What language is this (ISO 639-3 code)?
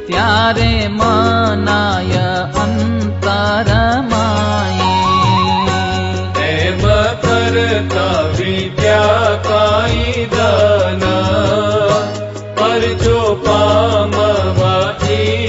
guj